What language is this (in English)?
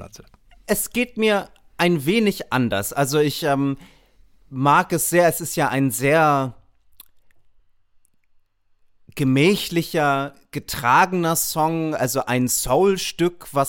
German